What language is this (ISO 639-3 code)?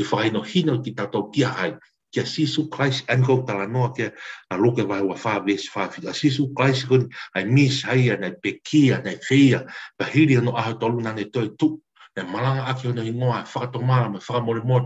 ton